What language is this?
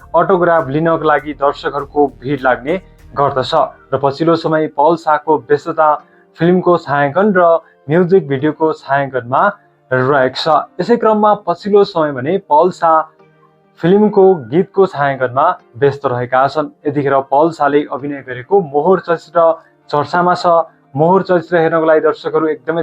Nepali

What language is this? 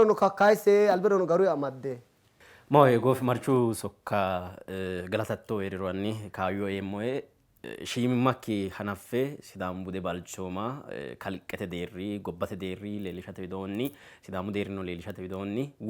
Sidamo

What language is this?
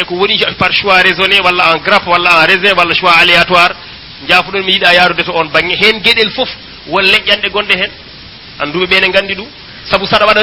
Fula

